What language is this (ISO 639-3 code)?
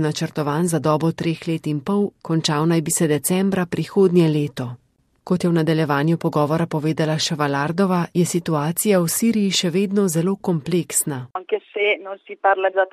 slv